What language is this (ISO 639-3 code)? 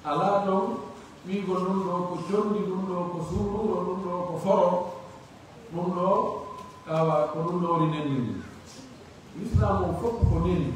fuf